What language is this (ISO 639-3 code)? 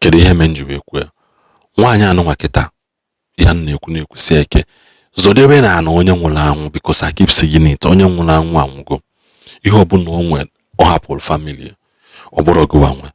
ibo